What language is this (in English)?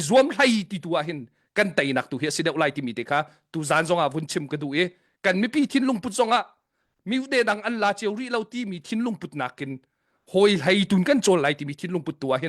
Hakha Chin